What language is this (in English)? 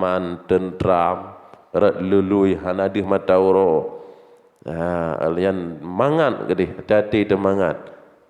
Achinese